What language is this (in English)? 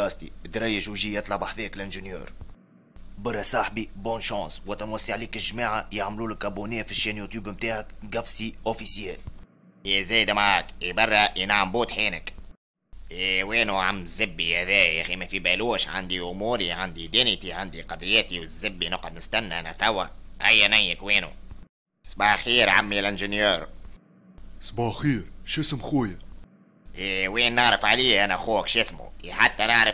Tunisian Arabic